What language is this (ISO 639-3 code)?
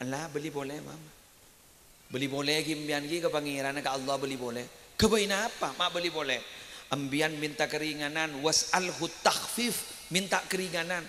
mad